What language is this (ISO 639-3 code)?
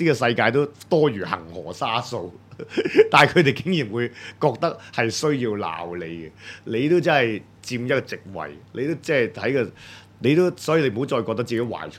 yue